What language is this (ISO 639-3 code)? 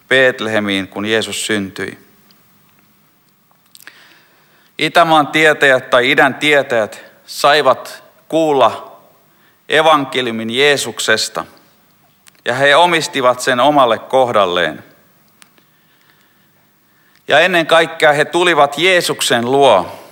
fin